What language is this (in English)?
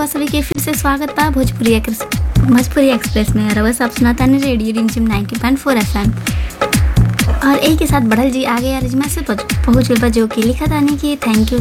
Bhojpuri